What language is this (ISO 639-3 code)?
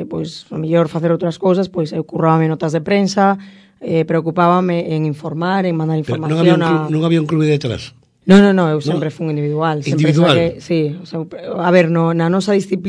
glg